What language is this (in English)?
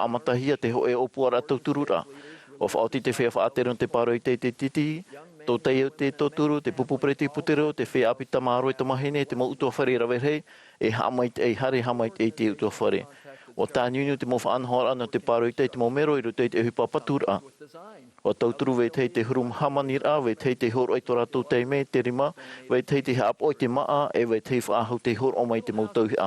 Tahitian